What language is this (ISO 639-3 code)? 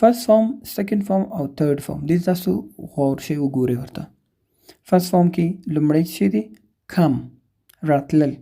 pus